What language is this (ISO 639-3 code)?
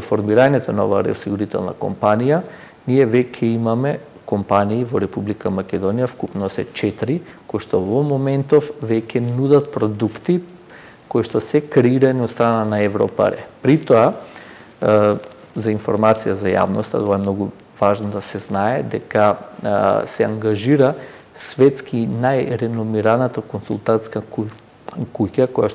mkd